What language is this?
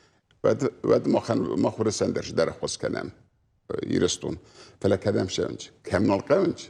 Ossetic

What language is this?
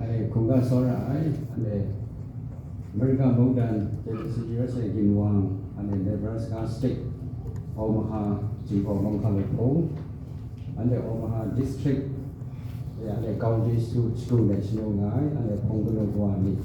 Kachin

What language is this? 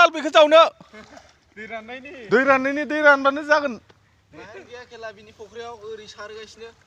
Bodo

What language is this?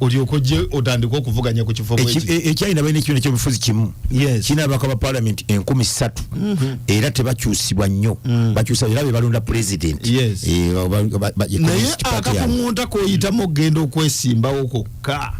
Ganda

